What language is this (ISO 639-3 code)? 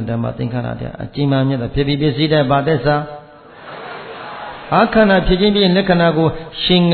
mya